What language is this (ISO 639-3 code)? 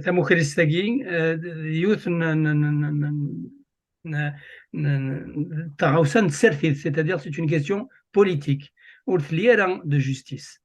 kab